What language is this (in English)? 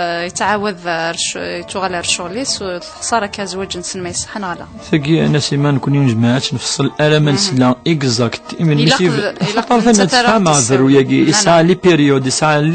Kabyle